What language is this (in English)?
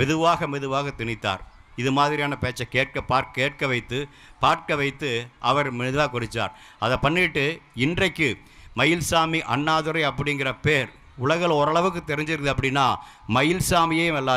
Tamil